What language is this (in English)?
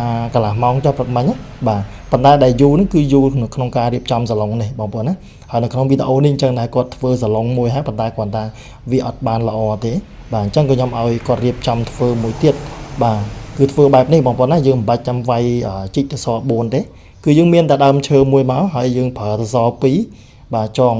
Khmer